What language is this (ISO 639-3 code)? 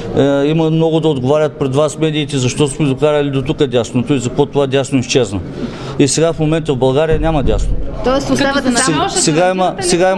bul